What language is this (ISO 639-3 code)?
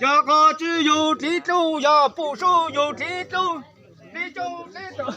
hmn